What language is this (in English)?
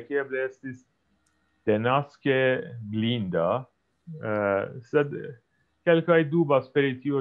Esperanto